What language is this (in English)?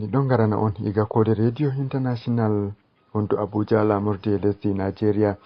Fula